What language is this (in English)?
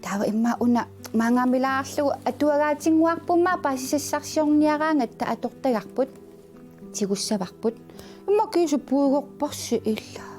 Kalaallisut